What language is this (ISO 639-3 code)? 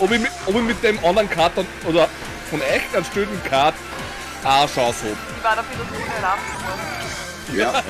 bar